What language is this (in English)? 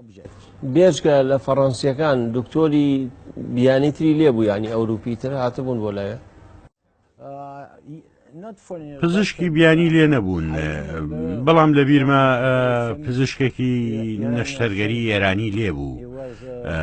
Central Kurdish